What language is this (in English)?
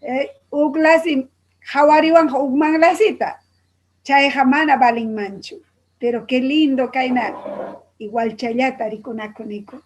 Ayacucho Quechua